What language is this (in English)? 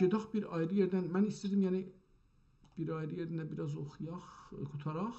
South Azerbaijani